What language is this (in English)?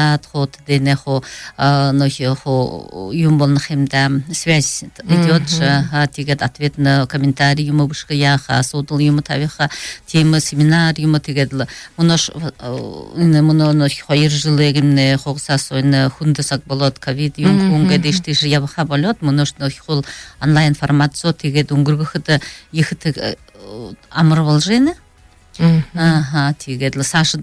Buriat